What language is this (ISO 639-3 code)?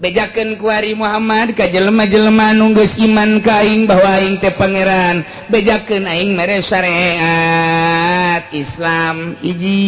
sun